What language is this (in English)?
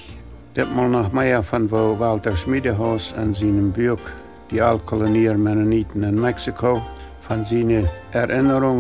Plautdietsch